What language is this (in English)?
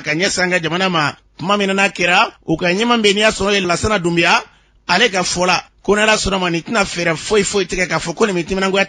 Bambara